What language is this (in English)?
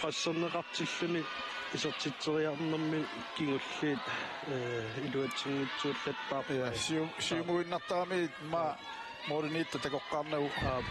Kalaallisut